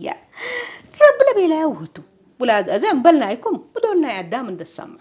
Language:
Tigrinya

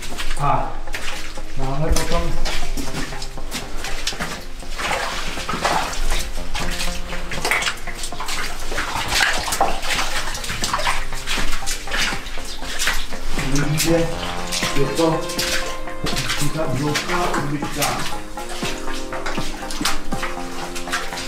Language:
Czech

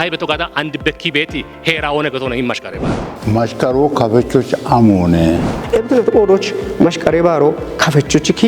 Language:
Kafa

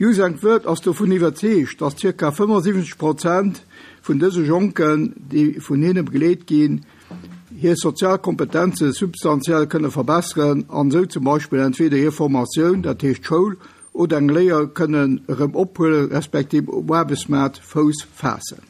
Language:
Luxembourgish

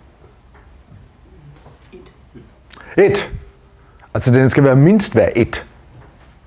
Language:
Danish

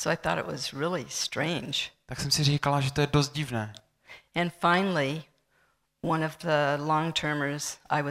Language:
Czech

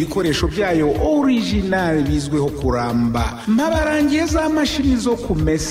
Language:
Kinyarwanda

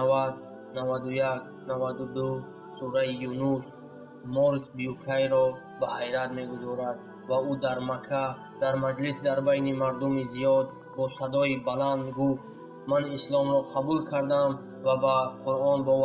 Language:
Tajik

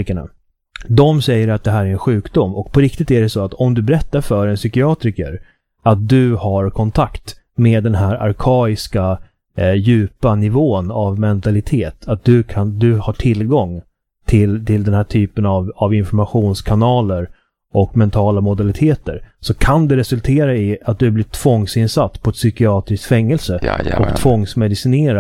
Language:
Swedish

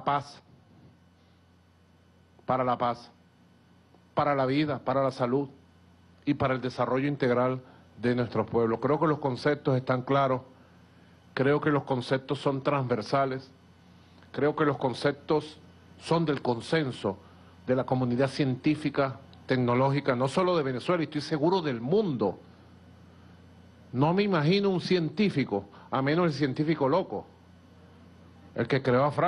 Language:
Spanish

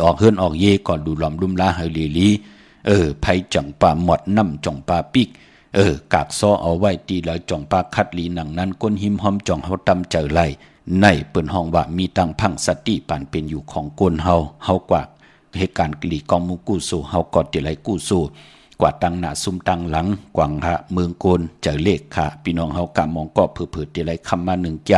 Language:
Shan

